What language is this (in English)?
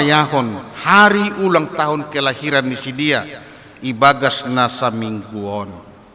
Batak Simalungun